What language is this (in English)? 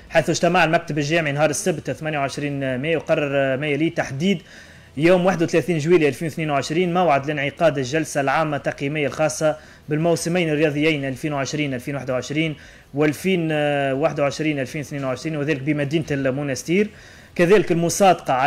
Tunisian Arabic